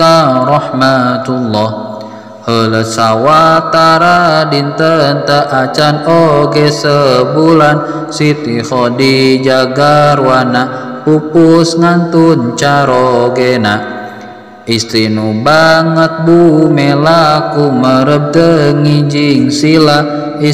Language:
Sundanese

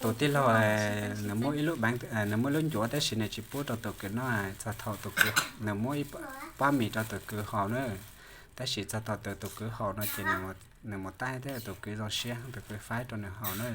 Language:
Hmong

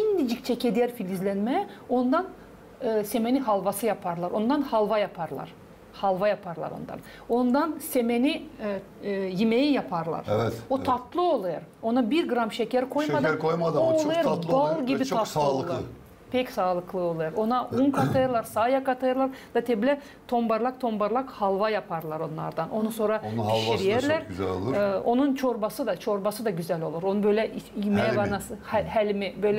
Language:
Gagauz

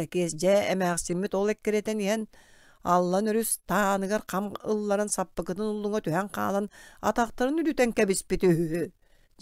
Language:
Yakut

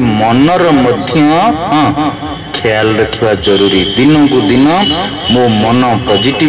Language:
Odia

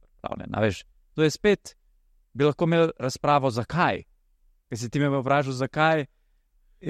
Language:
Slovenian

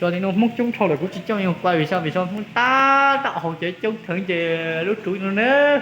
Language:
Hmong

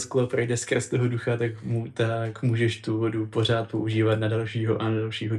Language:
Czech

